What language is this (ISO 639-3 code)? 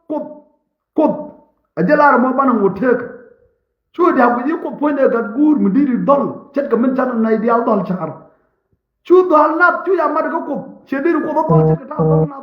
nus